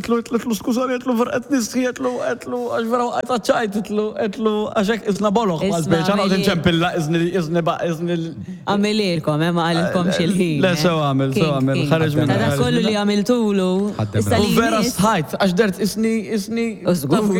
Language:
Maltese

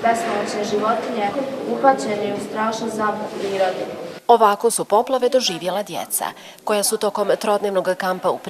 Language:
Bosnian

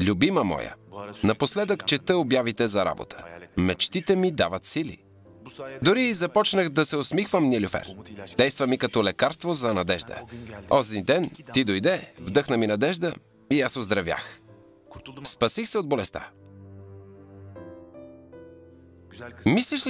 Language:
Bulgarian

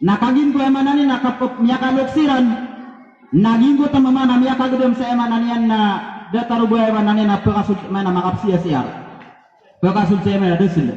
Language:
Maranao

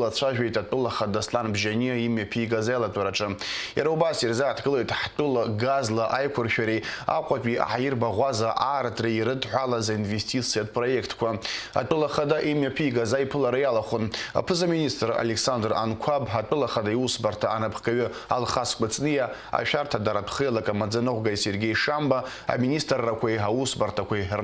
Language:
Abkhazian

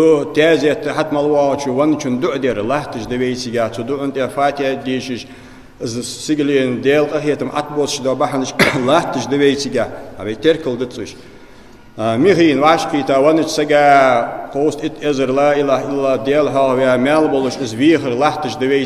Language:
Ingush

